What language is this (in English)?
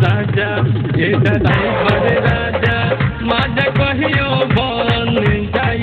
Bhojpuri